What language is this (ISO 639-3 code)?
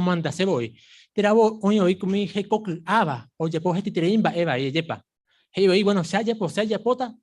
grn